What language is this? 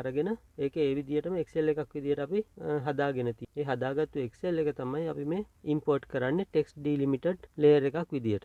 Sinhala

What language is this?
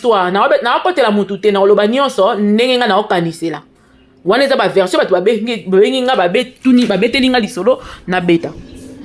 Lingala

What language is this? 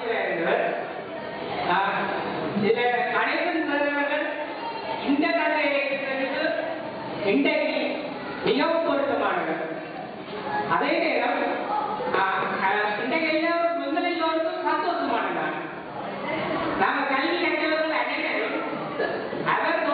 Tamil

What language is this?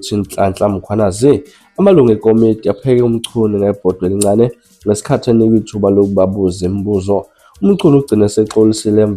Zulu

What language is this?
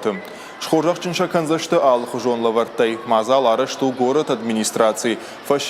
Ossetic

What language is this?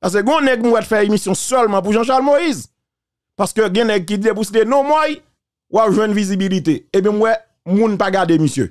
Haitian Creole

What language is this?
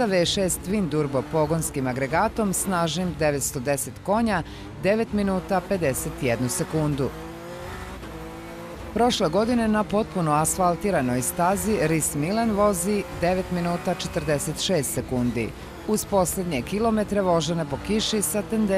Bosnian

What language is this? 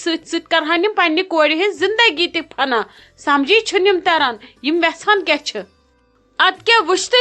Kashmiri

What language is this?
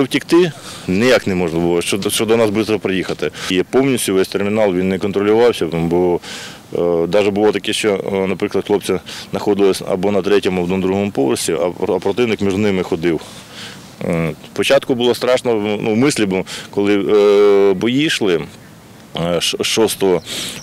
Ukrainian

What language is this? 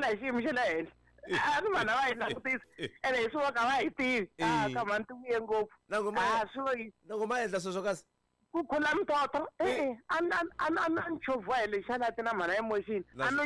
Tsonga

